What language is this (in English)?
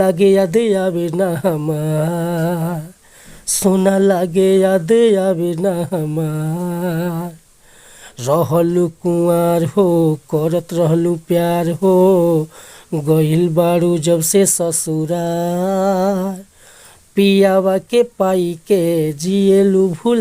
Bhojpuri